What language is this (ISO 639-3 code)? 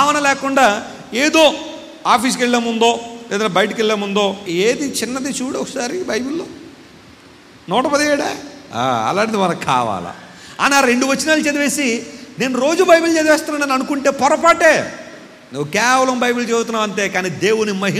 tel